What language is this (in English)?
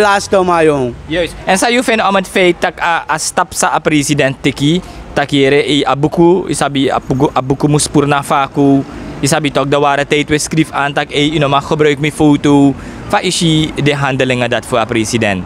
Sranan Tongo